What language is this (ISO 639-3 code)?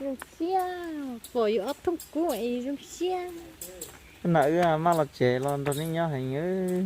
hmn